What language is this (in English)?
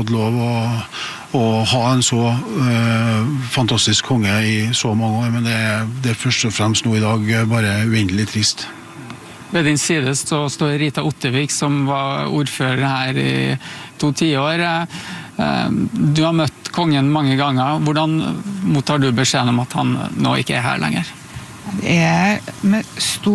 Norwegian